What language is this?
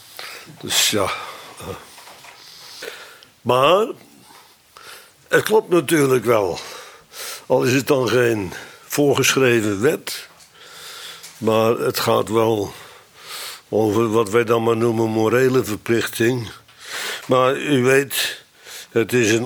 Dutch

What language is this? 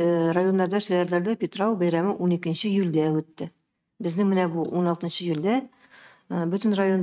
Tatar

